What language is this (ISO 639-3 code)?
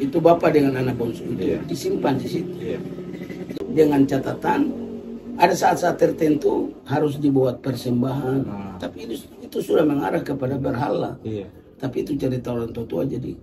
abs